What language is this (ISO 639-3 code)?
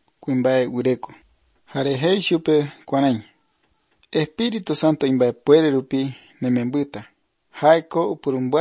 eus